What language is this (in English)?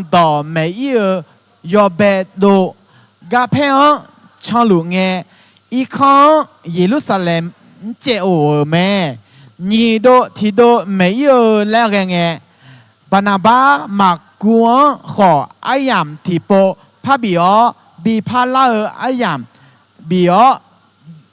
Akha